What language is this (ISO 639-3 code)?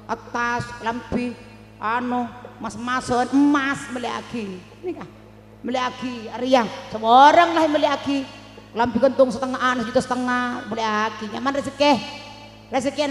mad